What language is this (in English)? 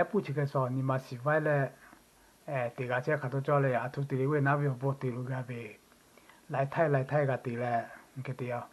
Lahu